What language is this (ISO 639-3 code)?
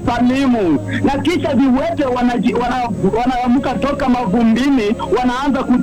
swa